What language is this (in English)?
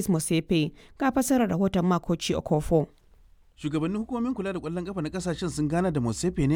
Hausa